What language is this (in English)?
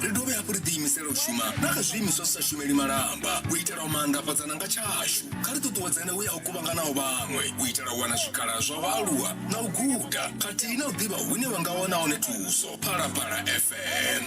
Venda